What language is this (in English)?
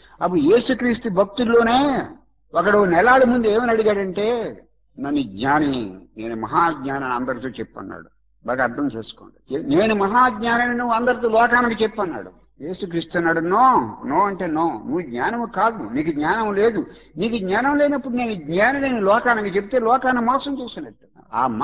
Telugu